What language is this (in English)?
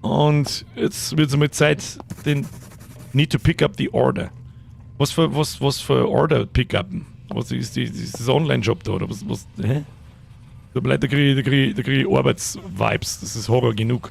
Bavarian